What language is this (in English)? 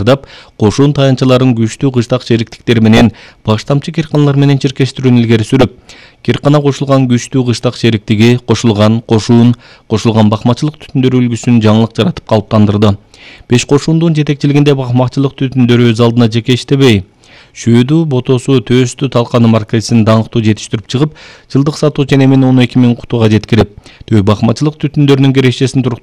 Kyrgyz